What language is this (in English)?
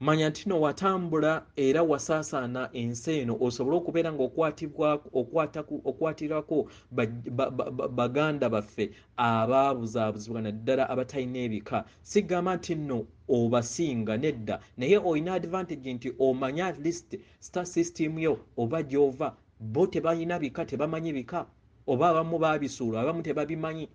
Ganda